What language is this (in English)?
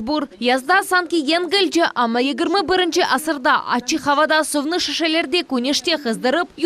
Crimean Tatar